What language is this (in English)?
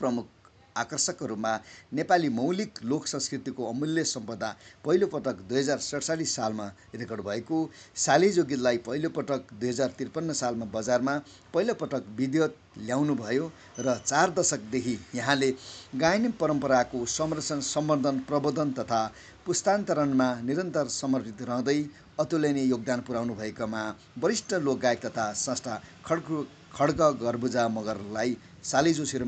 Nepali